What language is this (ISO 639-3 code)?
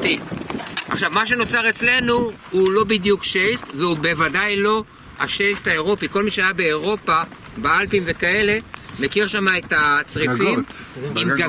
heb